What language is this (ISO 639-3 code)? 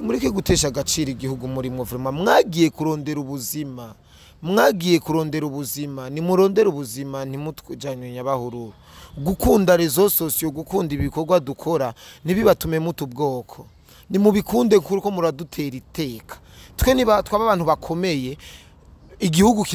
run